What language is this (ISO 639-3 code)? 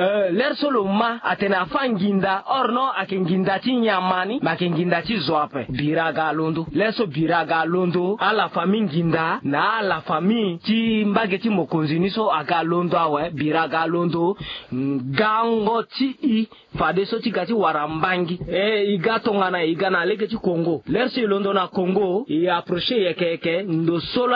sag